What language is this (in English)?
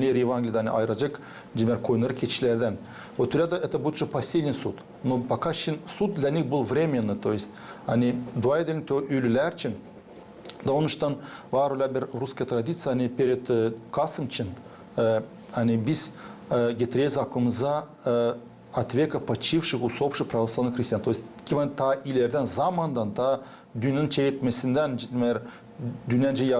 Gagauz